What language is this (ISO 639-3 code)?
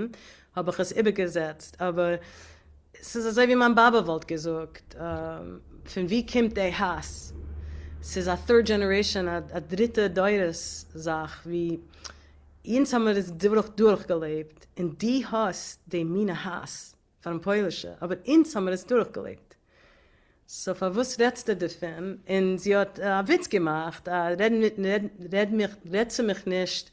yid